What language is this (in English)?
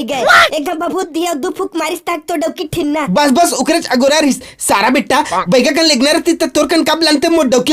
Chhattisgarhi